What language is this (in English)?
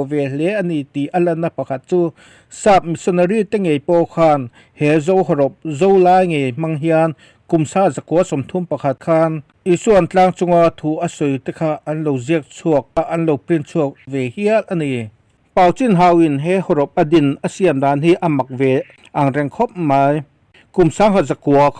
Mizo